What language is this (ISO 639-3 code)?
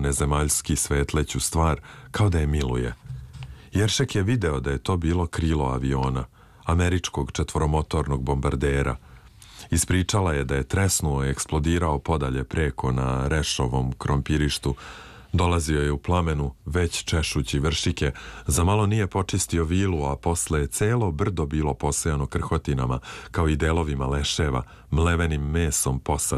srp